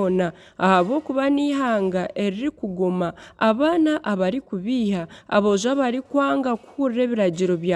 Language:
Nyankole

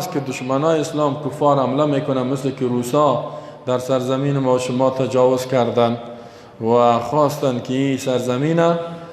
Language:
Persian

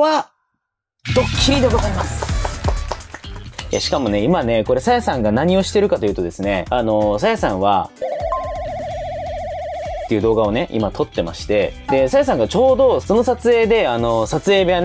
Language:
Japanese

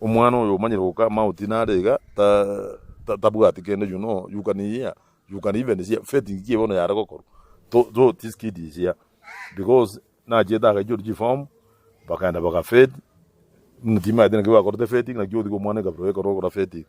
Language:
Gusii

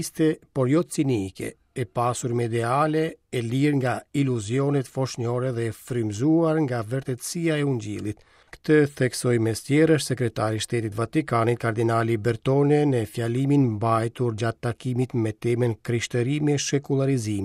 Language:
Albanian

